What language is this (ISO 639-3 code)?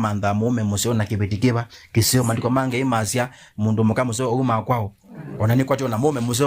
kam